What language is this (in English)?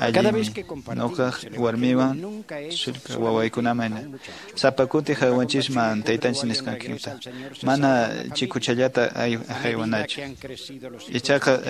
Quechua